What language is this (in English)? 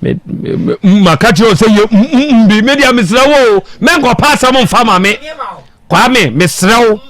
Akan